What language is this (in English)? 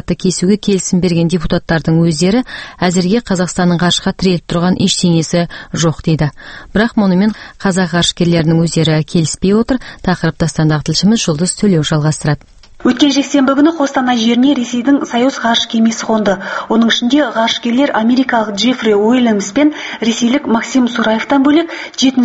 Kazakh